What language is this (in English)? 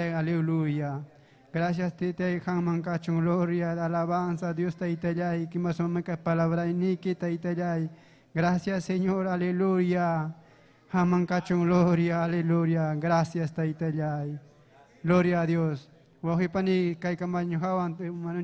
Ayacucho Quechua